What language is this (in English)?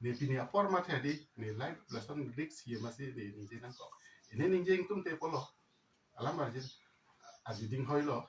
Karbi